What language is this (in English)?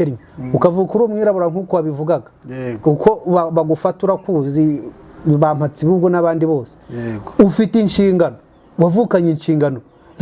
Kinyarwanda